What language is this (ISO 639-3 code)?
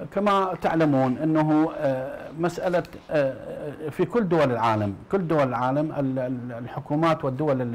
ara